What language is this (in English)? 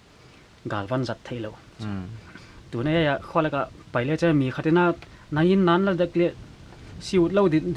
Paite Chin